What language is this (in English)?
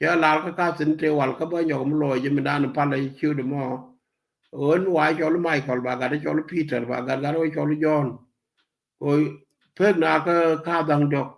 Nuer